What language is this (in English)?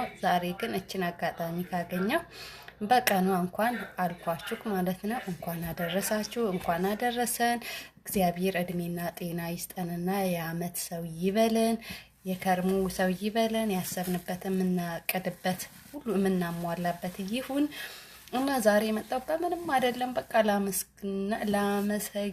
Amharic